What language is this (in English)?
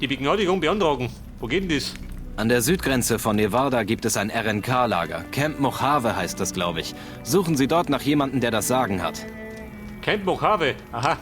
Bavarian